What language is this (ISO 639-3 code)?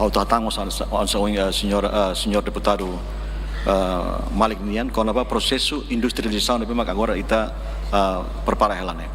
tet